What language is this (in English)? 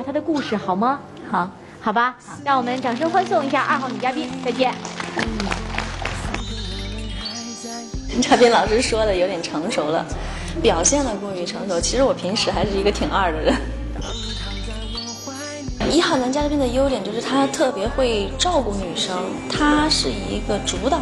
Chinese